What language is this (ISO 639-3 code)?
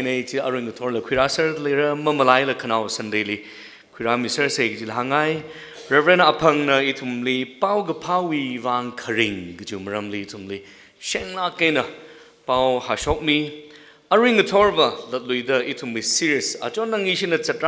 nmf